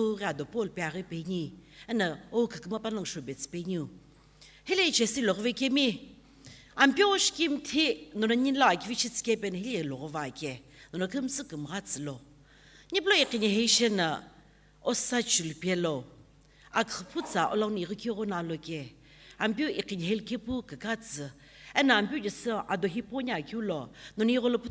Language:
Sumi Naga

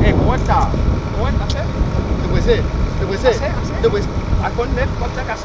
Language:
Morisyen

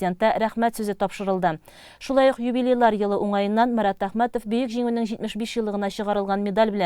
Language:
Tatar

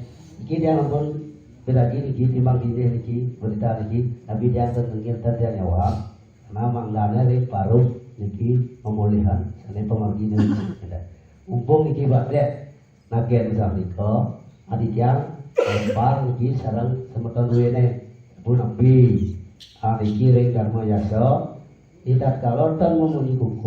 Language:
Balinese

